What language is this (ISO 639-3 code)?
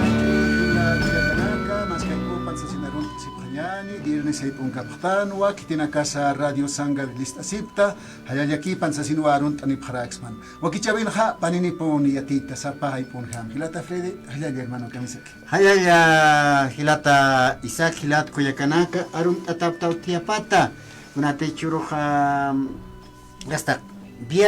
aym